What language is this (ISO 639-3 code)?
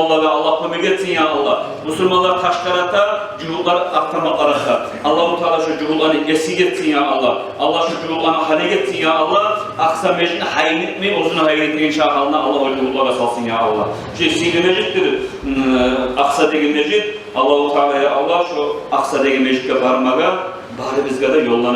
kum